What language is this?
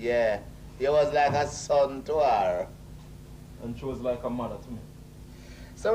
Jamaican Creole English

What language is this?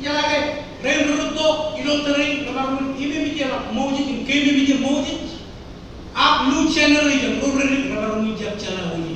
Marshallese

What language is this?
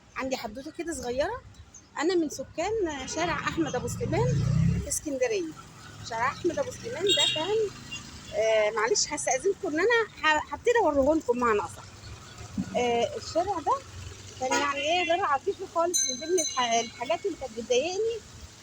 Egyptian Arabic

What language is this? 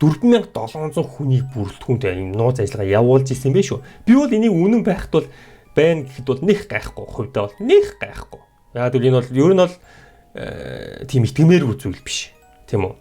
Mongolian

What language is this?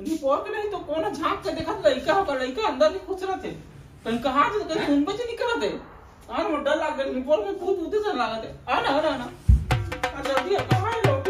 Chhattisgarhi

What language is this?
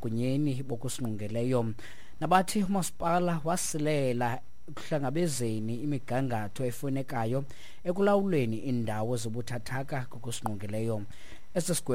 Xhosa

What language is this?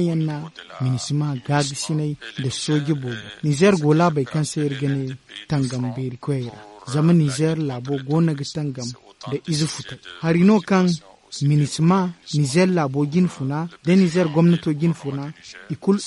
Zarma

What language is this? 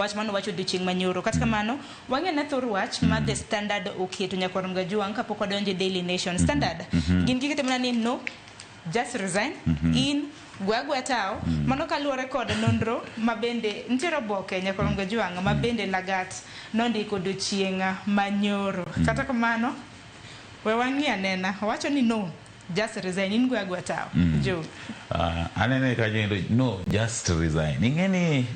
Luo (Kenya and Tanzania)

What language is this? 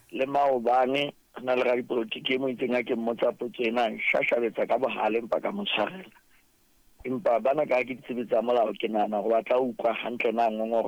Southern Sotho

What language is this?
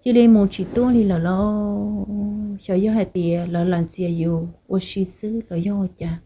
Hmong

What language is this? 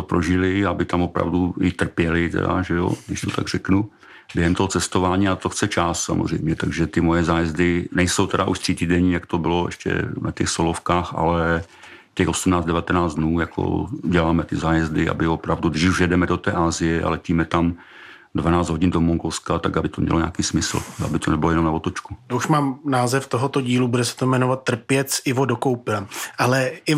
Czech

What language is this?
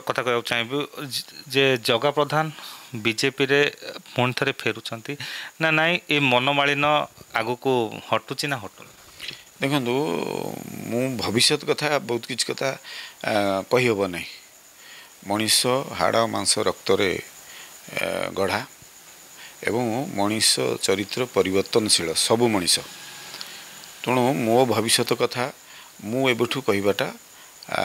Odia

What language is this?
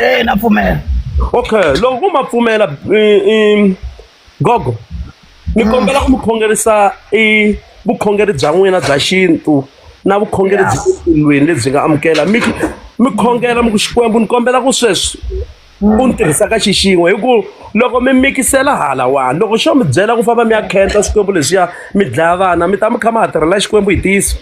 Tsonga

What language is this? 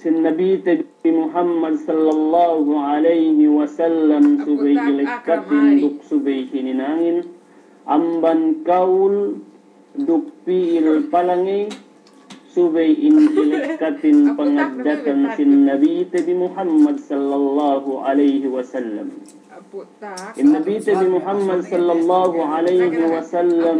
Yakan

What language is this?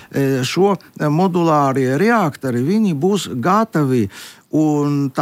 Latvian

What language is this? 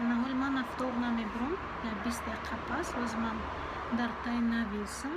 Tajik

